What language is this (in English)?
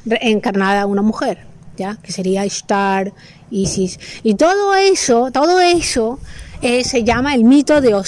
Spanish